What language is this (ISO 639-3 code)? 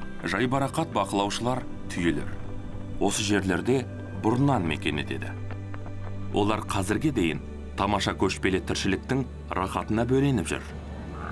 kaz